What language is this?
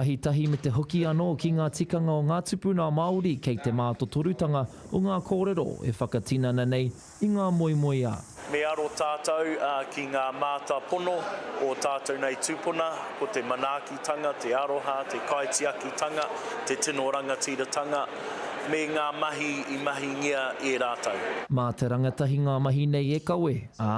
Māori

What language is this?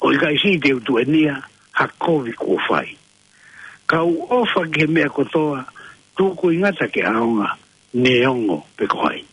Tongan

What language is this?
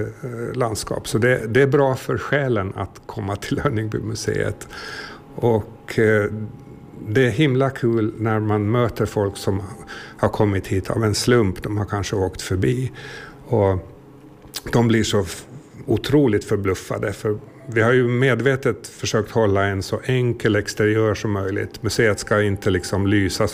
Swedish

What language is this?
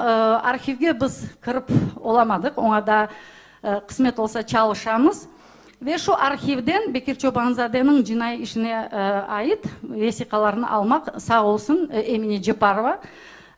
Crimean Tatar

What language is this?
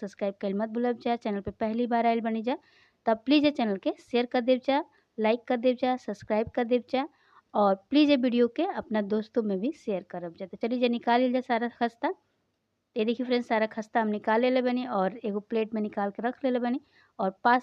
Bhojpuri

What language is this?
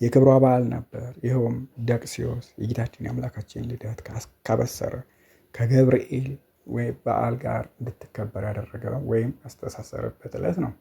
Amharic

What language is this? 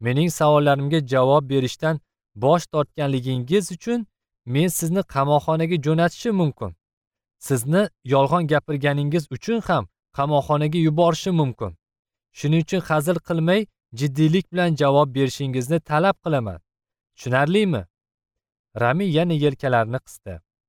Uzbek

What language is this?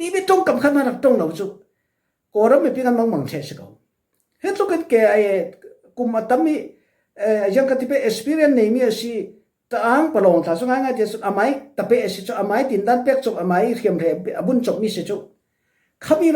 Falam Chin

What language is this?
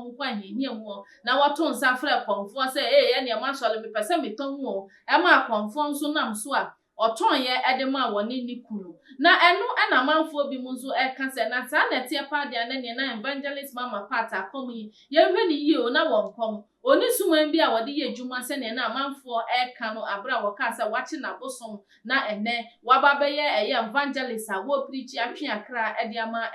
Akan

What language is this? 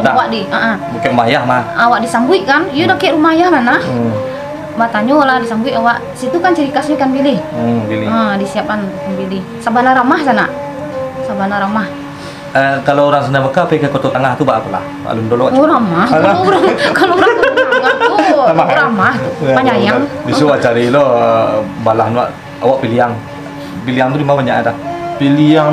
Minangkabau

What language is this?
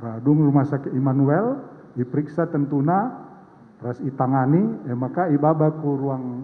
Batak Karo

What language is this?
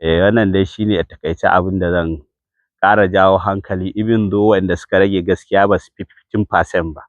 Hausa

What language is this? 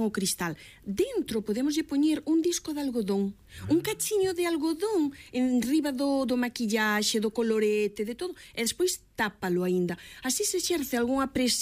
Galician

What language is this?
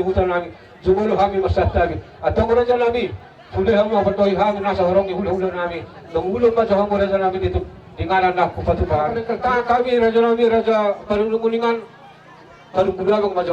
Batak Toba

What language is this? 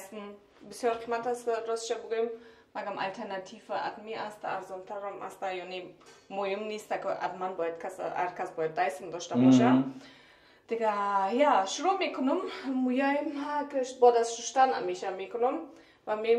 Persian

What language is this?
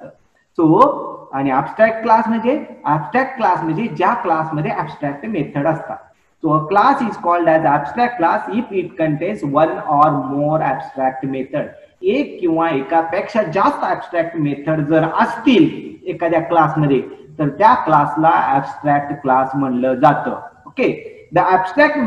Marathi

